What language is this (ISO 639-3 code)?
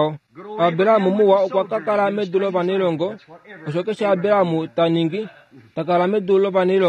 kua